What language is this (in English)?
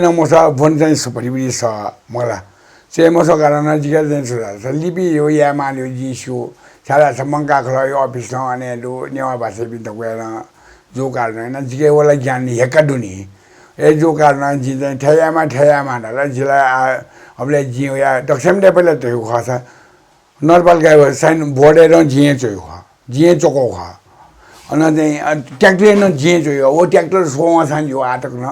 Newari